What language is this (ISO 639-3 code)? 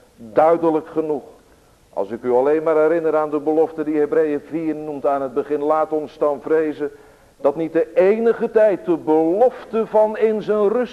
nld